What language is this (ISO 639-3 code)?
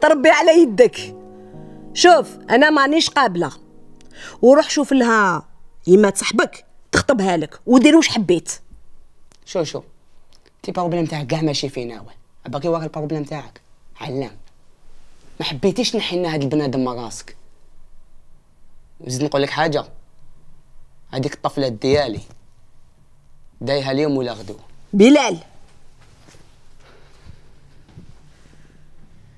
arq